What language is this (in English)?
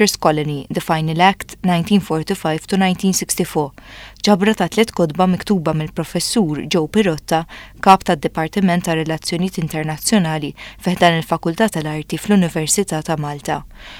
Maltese